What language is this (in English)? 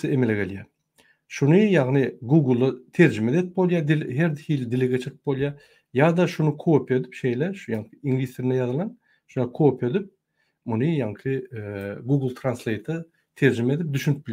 Turkmen